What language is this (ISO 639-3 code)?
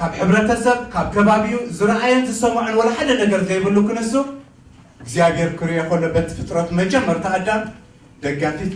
tir